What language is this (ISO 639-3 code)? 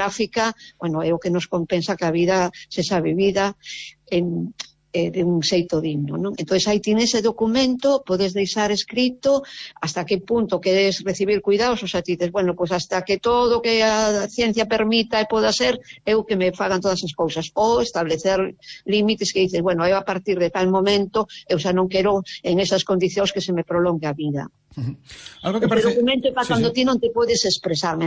glg